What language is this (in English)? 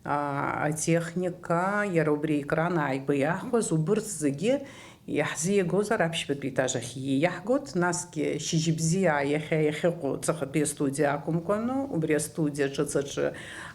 Abkhazian